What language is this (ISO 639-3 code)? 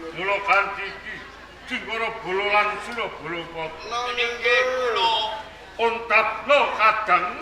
jav